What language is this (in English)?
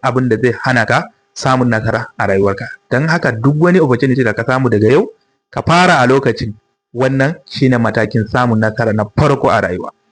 Hausa